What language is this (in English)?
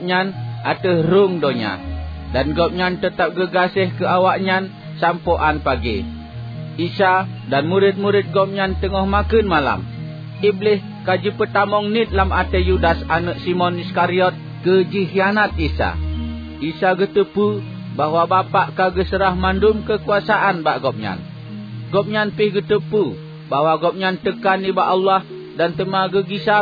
Achinese